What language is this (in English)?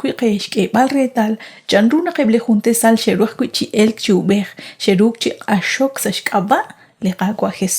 Kekchí